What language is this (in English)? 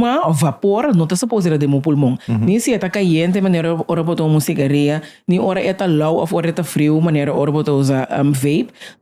Papiamento